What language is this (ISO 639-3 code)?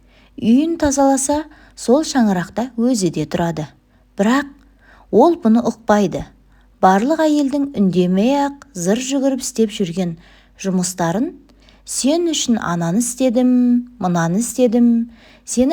kaz